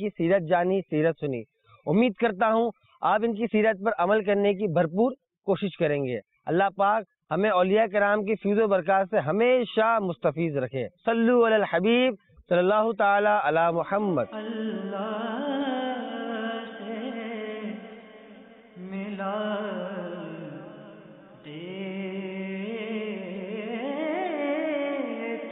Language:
Urdu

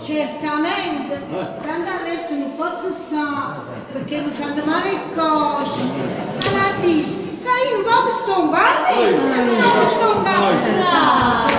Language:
Neapolitan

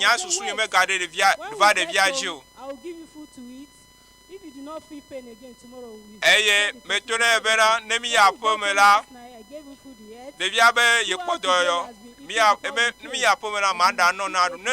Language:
Ewe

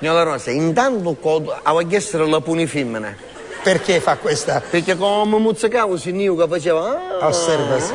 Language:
Sicilian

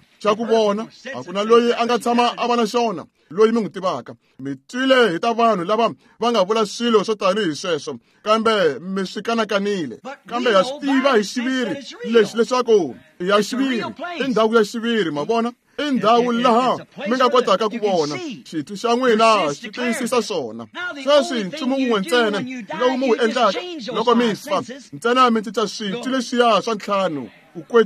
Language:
Tsonga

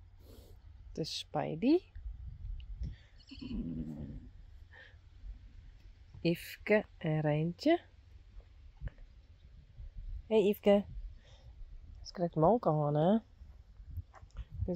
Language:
Dutch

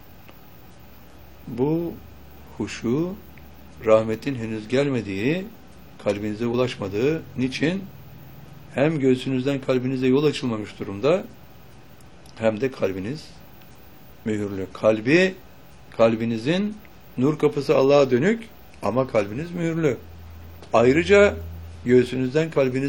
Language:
Turkish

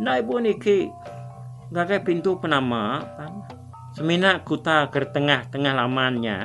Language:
Iban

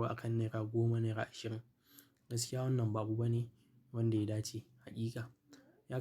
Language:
Hausa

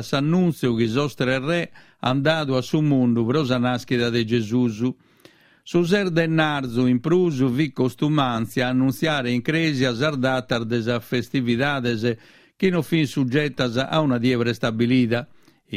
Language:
Sardinian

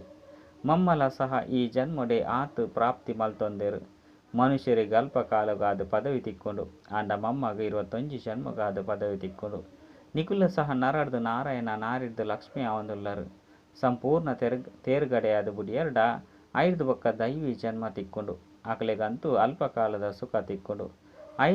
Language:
Tulu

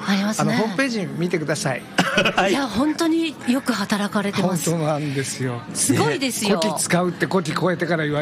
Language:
Japanese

